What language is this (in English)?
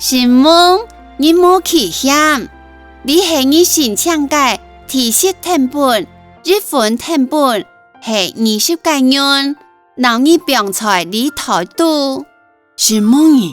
Hakka Chinese